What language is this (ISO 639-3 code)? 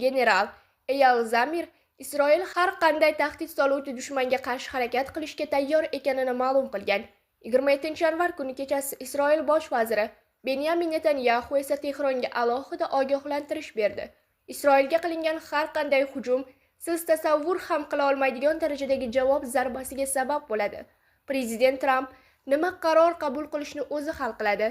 uzb